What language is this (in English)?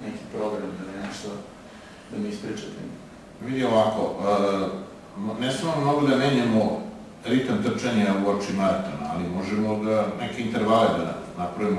Serbian